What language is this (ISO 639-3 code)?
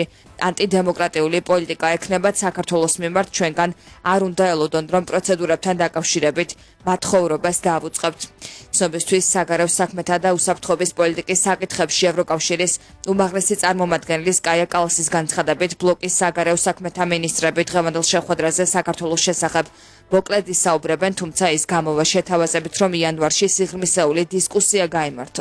kat